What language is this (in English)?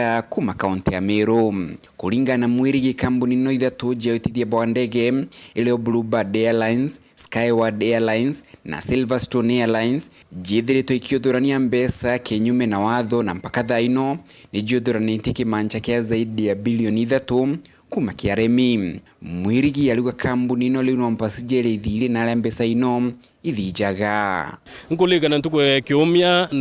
Meru